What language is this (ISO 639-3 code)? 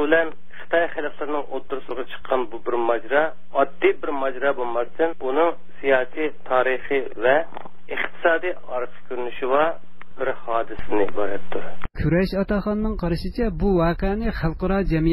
uig